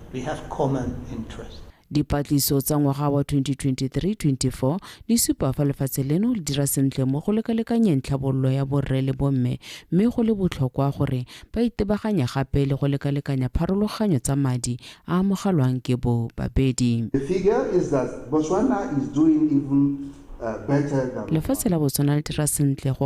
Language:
Tswana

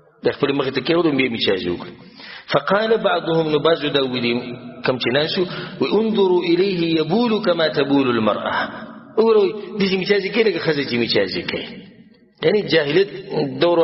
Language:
Pashto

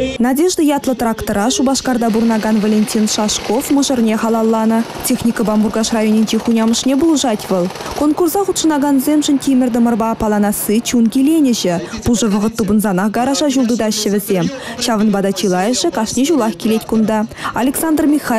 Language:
Chuvash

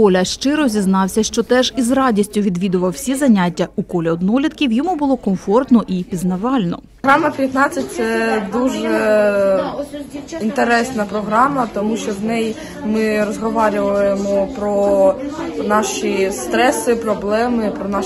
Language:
Ukrainian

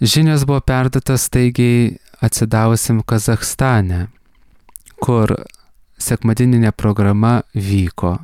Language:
Lithuanian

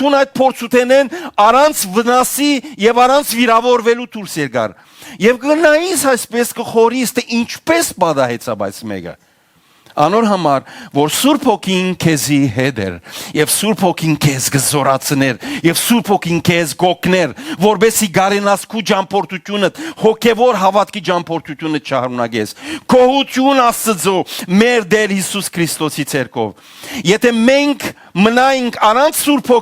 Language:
Western Armenian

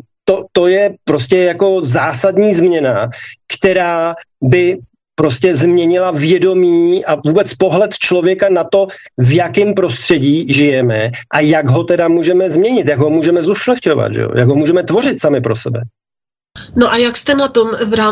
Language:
Czech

